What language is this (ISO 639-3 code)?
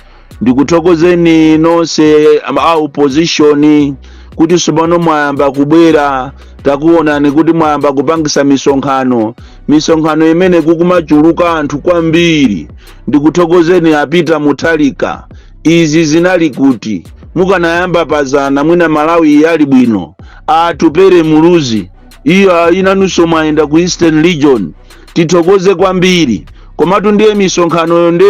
nya